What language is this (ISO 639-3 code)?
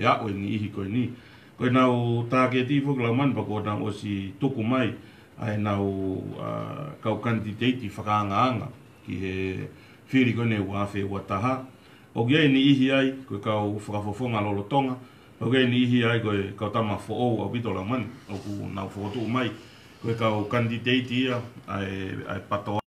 ton